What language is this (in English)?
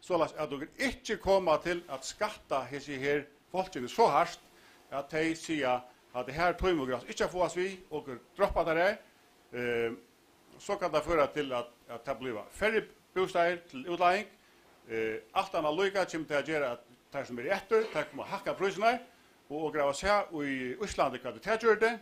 Faroese